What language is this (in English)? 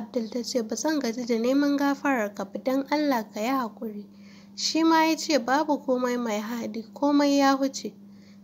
Hausa